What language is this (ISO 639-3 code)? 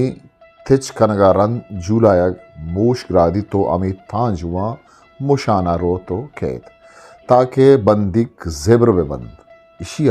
bgp